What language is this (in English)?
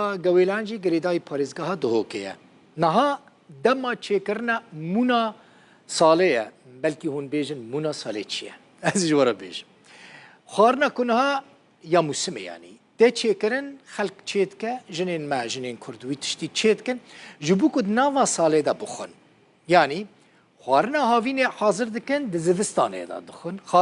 Kurdish